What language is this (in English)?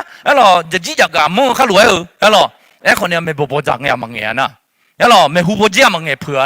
Akha